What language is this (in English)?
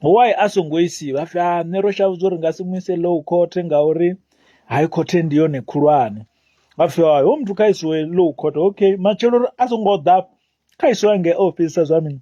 Venda